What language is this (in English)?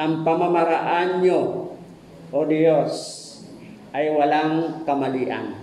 Waray